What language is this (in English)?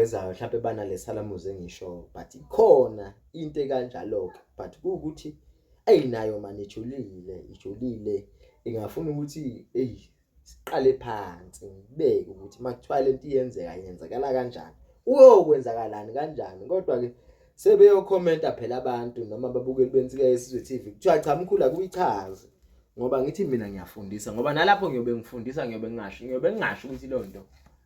Zulu